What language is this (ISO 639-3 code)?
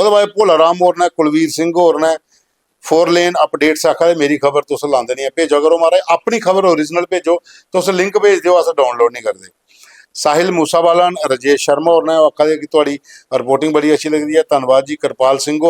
doi